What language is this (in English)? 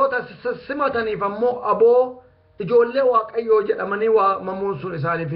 Oromo